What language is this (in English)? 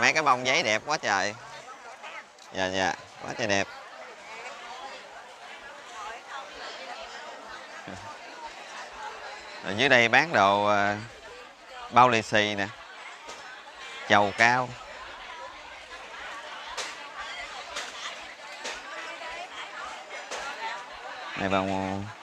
Vietnamese